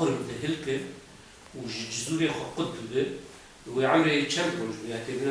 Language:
Kurdish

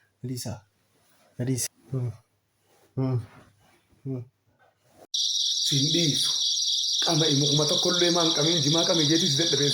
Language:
Oromo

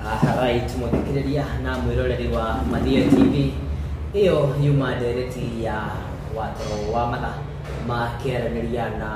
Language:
Kikuyu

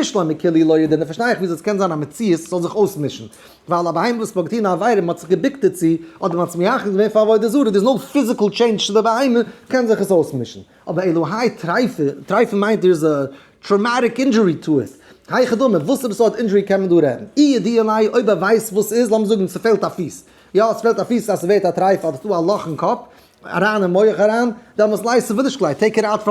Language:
Yiddish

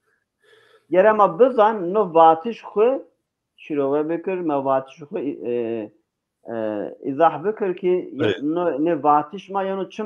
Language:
Zaza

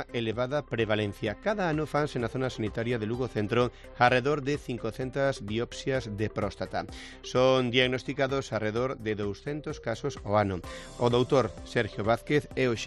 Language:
Galician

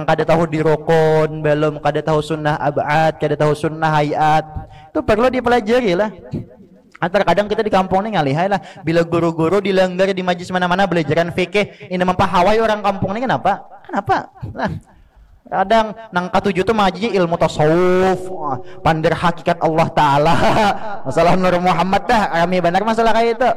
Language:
Banjar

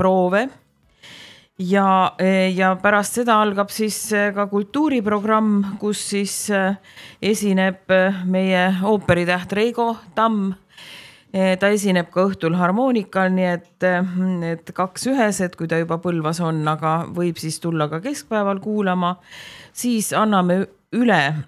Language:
Estonian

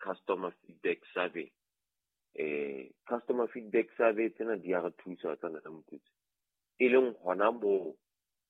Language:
Southern Sotho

